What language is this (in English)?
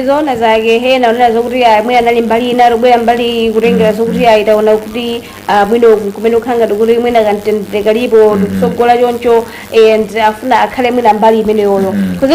Nyanja